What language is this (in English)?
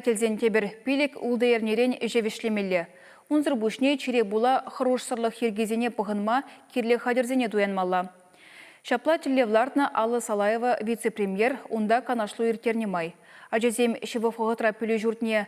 Chuvash